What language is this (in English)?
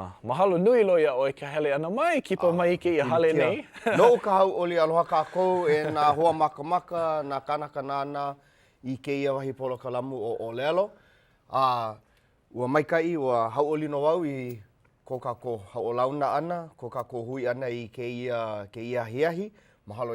Hawaiian